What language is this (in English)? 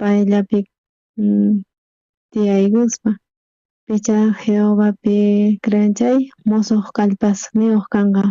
South Bolivian Quechua